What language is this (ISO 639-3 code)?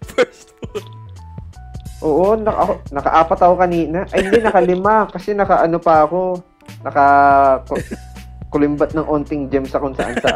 fil